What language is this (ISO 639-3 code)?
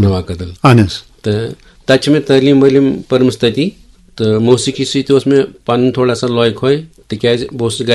kas